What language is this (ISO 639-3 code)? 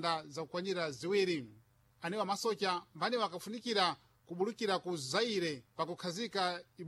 seh